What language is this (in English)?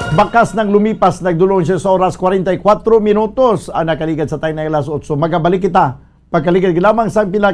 Hiligaynon